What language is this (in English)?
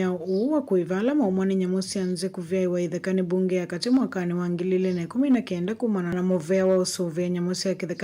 Kamba